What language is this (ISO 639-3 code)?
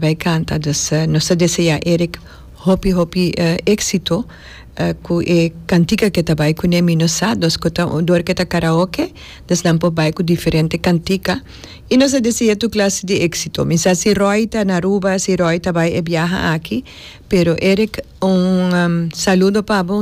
pap